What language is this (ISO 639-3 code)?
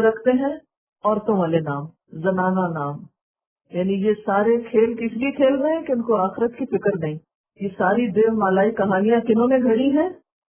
urd